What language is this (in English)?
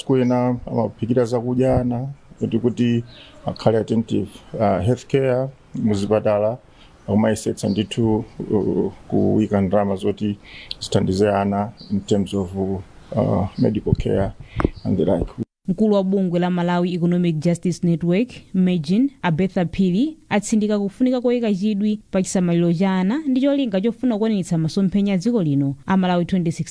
Nyanja